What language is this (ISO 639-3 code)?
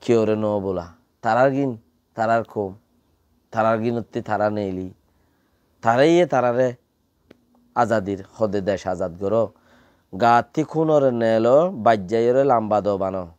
rhg